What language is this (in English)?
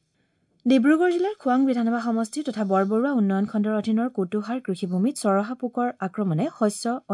Assamese